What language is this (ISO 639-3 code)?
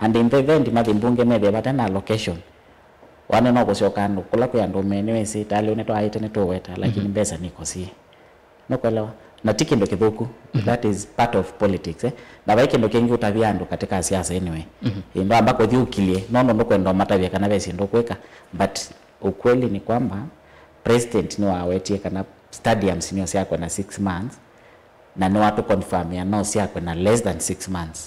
kam